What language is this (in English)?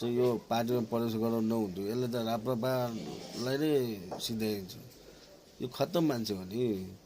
Nepali